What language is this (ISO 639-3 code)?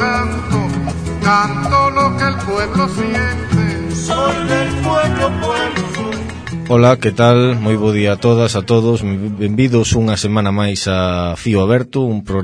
glg